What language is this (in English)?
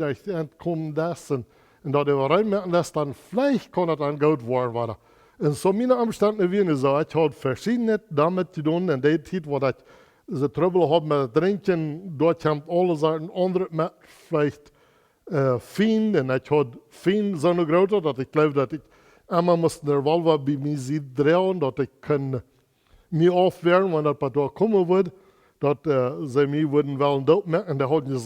Plautdietsch